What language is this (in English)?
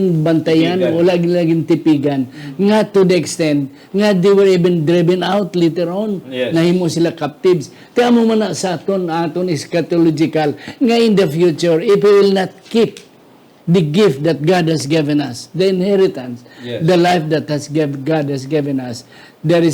Hiligaynon